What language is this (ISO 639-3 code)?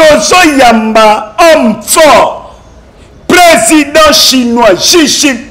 lin